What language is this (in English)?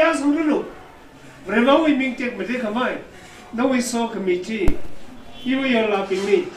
Tangkhul Naga (India)